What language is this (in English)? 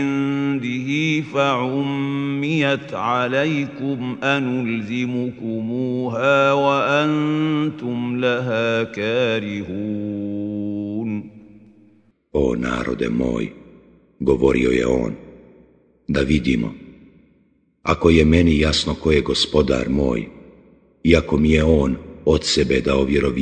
Bosnian